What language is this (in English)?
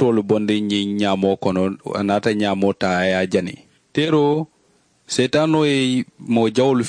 Mandingo